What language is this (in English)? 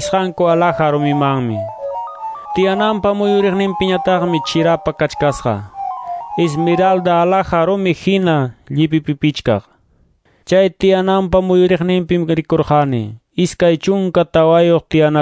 Ayacucho Quechua